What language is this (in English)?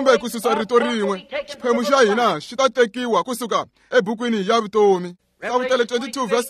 Tsonga